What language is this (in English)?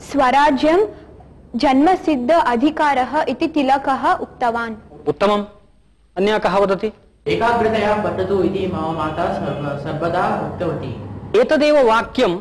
Sanskrit